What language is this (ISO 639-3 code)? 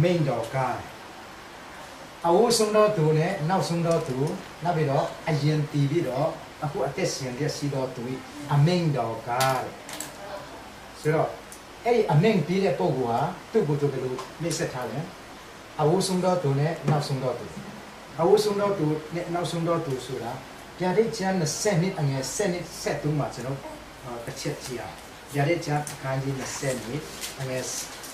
mya